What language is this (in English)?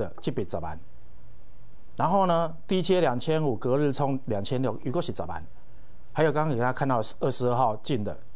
Chinese